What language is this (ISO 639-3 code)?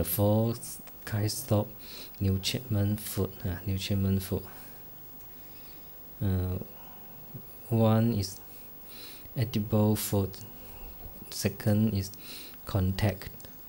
zho